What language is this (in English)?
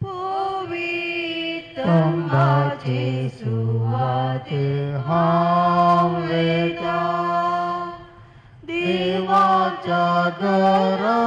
Konkani